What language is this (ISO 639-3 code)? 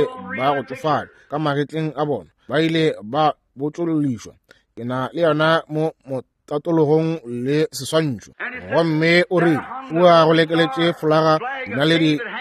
nso